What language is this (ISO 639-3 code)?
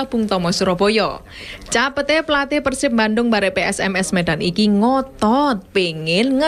jav